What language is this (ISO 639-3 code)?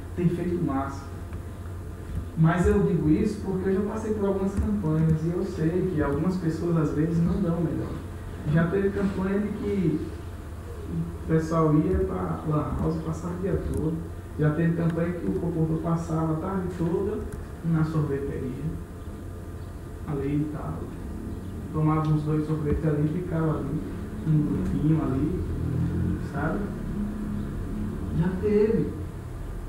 por